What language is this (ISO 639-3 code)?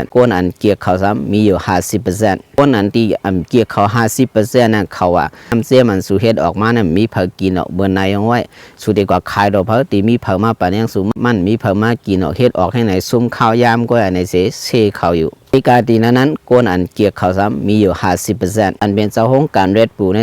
shn